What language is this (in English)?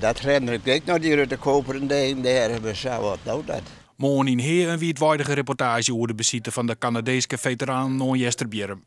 Western Frisian